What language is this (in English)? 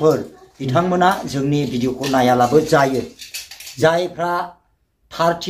Bodo